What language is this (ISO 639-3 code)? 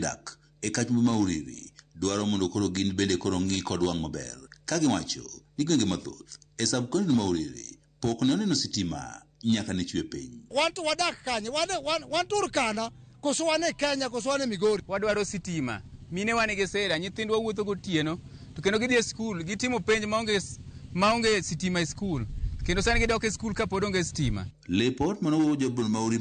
luo